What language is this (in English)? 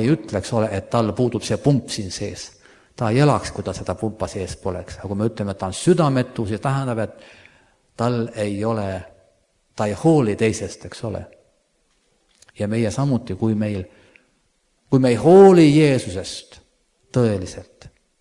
Estonian